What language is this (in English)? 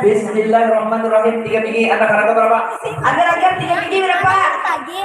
Banjar